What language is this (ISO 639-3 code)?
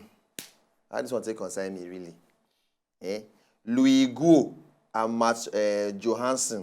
pcm